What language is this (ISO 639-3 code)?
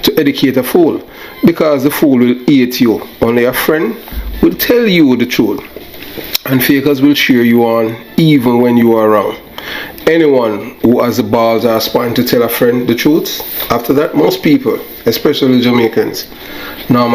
jam